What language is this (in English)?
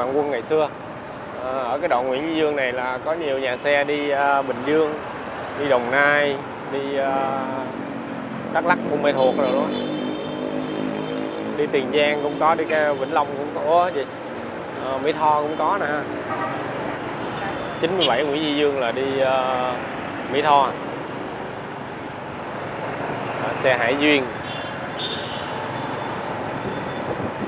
Vietnamese